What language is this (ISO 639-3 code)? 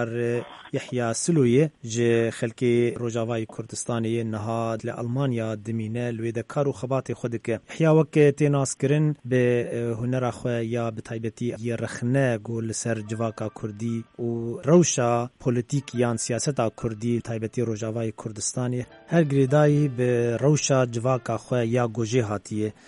kur